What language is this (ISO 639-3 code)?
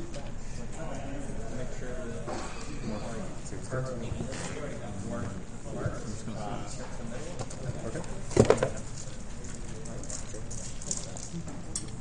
eng